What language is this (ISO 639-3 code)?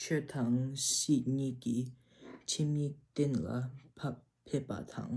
bod